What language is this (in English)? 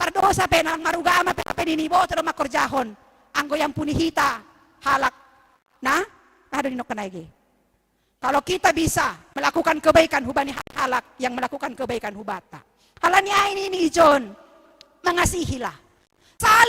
Batak Simalungun